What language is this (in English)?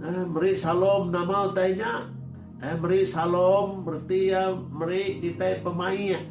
Iban